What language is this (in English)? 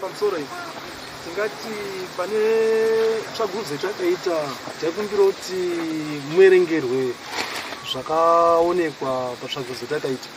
Shona